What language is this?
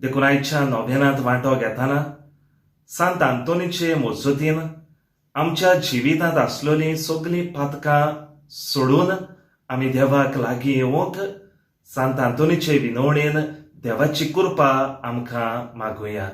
Konkani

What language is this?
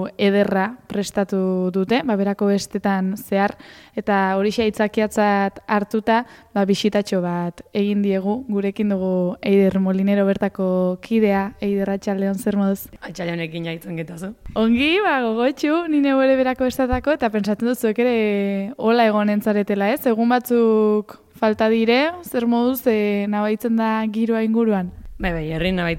Basque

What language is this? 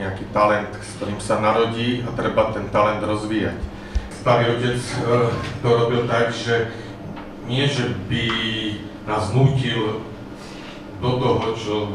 Slovak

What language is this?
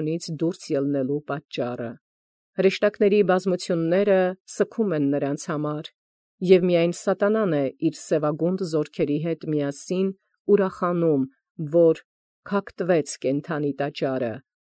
Armenian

